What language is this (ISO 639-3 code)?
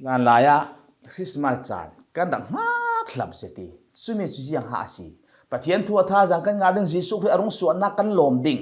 cfm